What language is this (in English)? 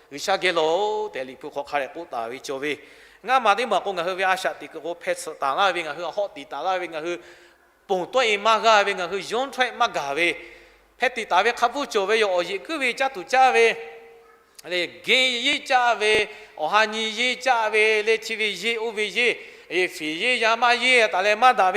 Lahu